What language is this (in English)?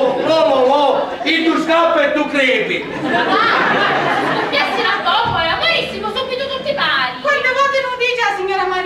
Sicilian